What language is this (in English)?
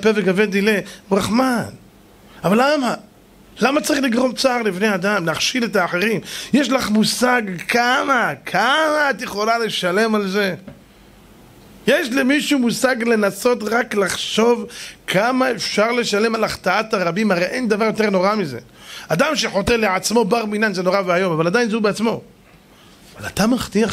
Hebrew